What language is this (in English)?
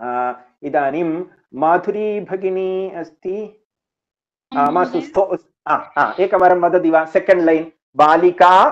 Sanskrit